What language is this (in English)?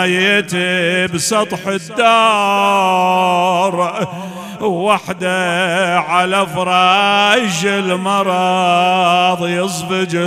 Mesopotamian Arabic